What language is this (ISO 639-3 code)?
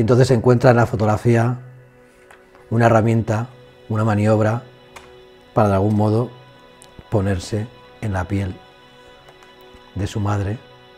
spa